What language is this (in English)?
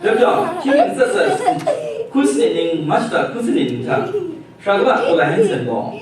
Kachin